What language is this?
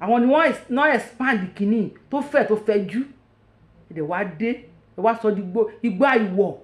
Yoruba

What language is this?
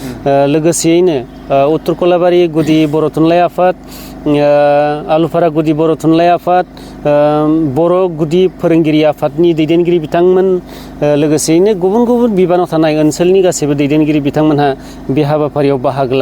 Bodo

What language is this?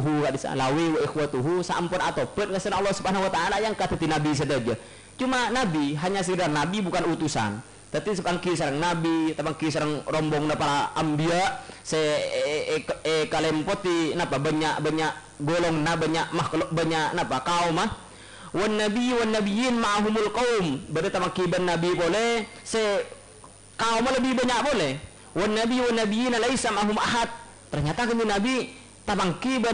Madurese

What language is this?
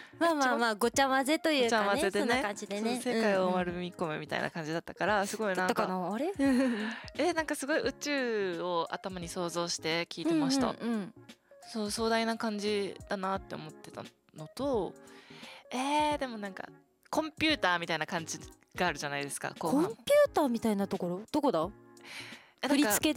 Japanese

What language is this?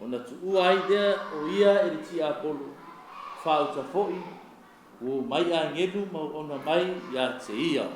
Samoan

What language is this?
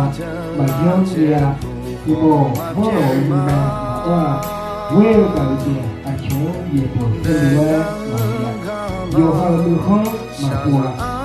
Akha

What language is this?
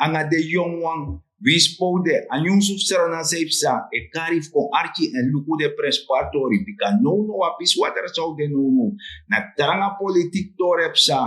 Sranan Tongo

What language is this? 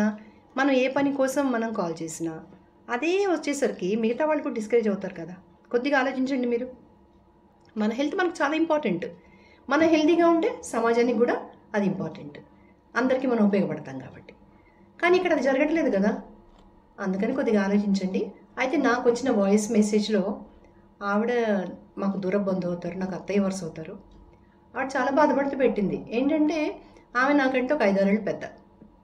Telugu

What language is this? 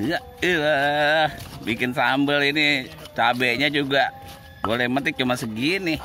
Betawi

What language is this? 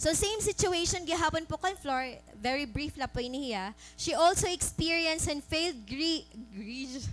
Waray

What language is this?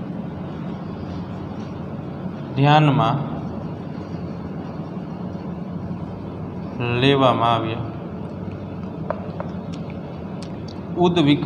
Gujarati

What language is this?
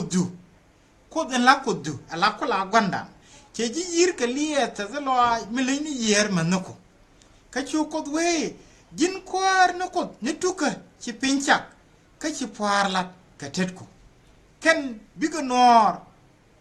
Nuer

